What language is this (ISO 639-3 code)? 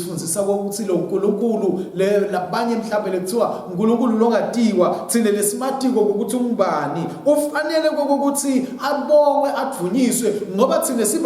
ssw